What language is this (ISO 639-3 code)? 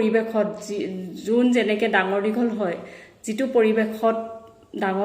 asm